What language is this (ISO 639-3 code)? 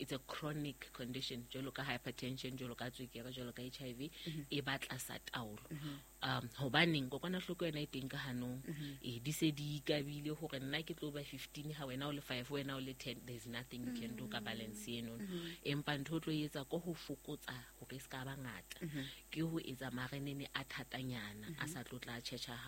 sot